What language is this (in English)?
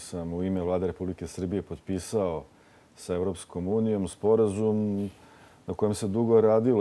Serbian